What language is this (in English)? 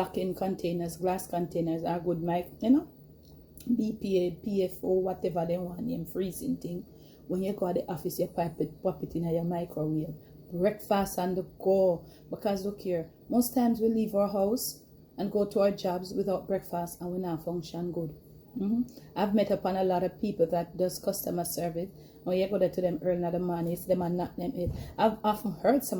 Jamaican Creole English